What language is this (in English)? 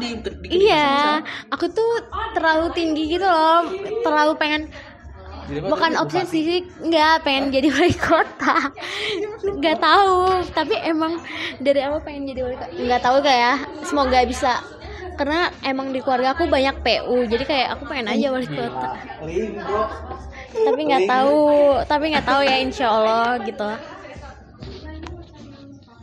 Indonesian